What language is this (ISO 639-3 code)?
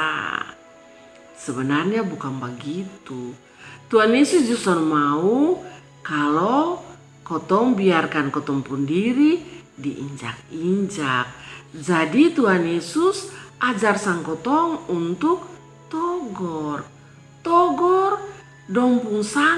mkn